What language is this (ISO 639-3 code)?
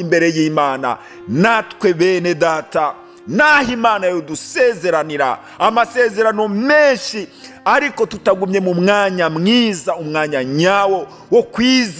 run